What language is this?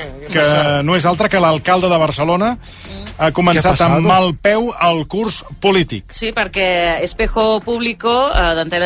Catalan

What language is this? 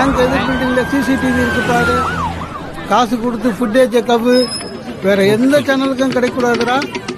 Tamil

